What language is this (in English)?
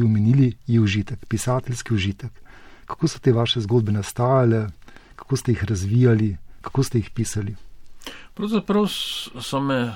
Slovenian